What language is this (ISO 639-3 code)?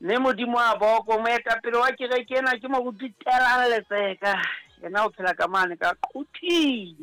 sot